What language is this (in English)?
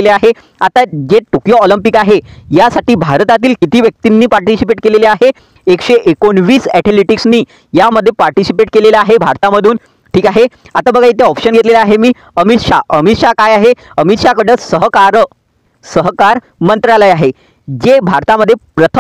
Marathi